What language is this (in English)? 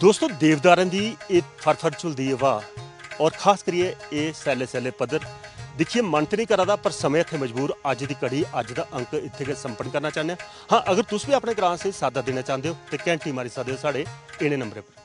Dogri